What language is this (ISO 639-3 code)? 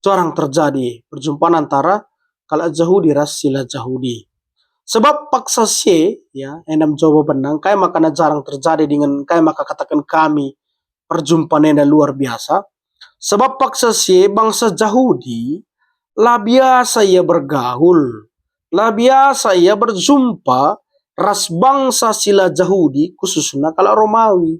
btx